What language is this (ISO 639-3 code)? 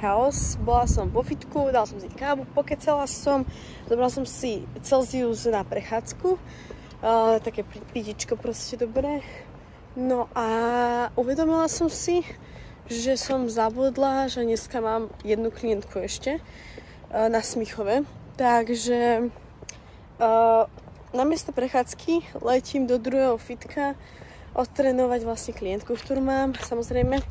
slk